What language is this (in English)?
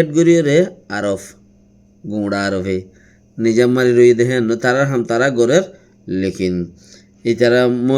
Rohingya